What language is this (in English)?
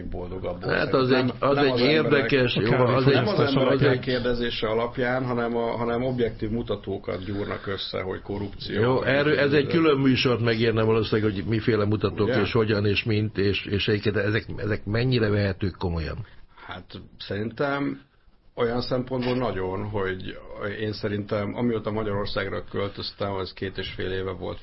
Hungarian